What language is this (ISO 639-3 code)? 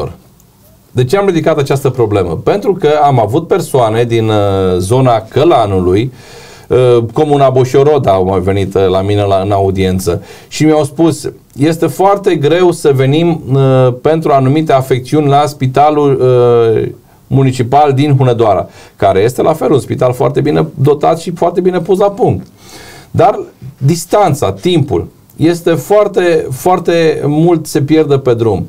ron